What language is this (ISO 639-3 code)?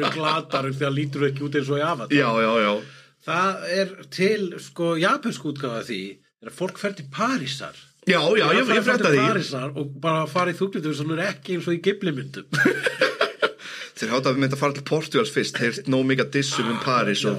isl